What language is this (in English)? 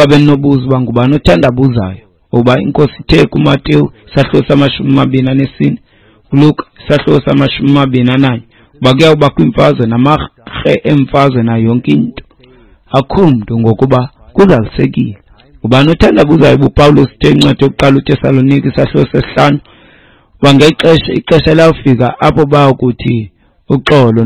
Xhosa